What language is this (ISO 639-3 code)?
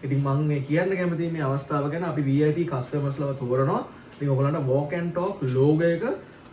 sin